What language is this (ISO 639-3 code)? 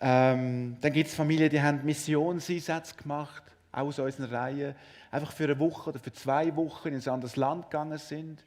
gsw